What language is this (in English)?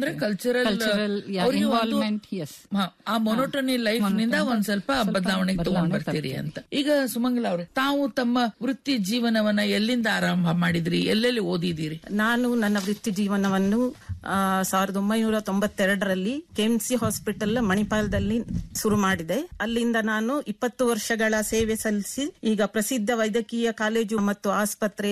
Kannada